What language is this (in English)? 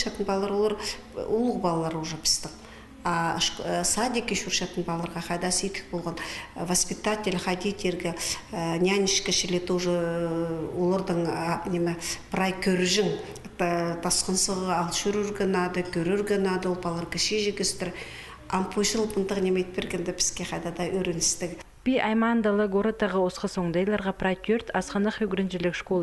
Khakas